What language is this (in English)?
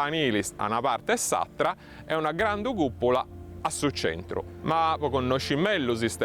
Sardinian